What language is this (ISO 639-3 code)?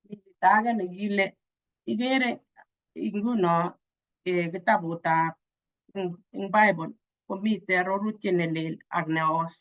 kln